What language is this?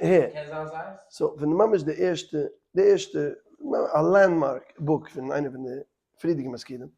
Yiddish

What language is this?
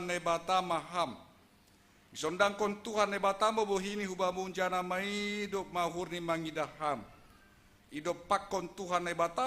Batak Simalungun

